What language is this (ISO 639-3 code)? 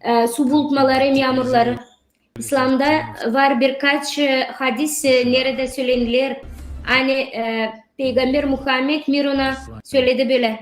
gag